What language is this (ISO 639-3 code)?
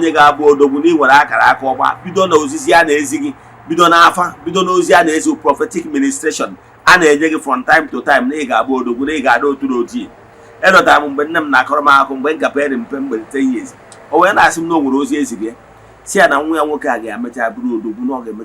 ibo